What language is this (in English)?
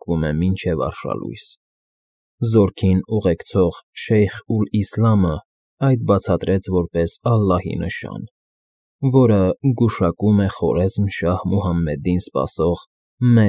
Armenian